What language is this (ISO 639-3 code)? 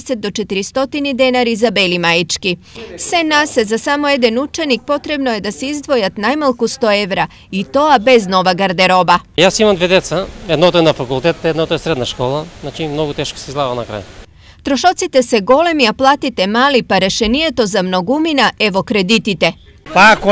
mkd